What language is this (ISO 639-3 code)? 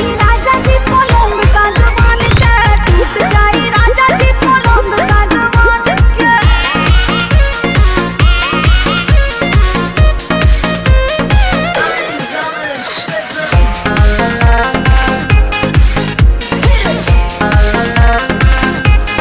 bho